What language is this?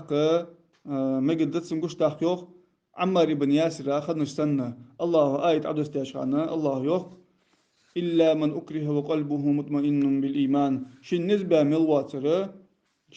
Ingush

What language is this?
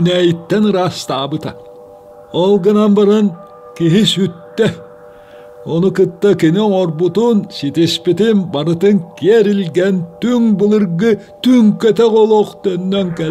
Yakut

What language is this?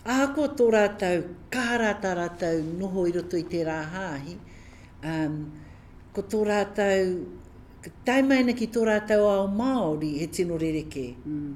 Māori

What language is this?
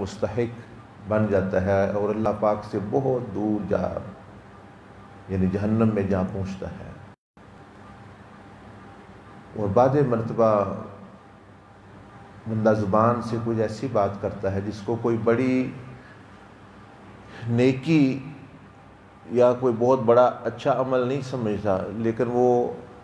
Urdu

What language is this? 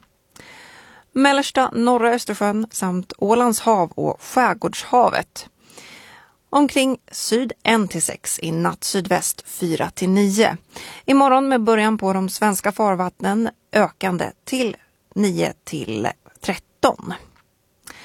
Swedish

